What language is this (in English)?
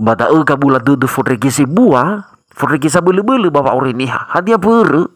Nias